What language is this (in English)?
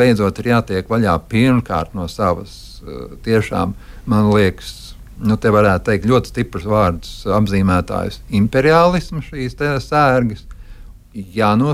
Latvian